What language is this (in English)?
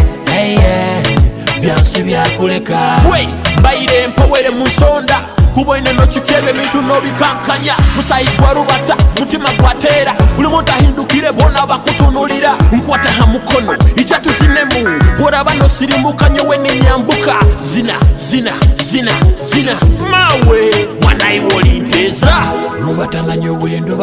Nyoro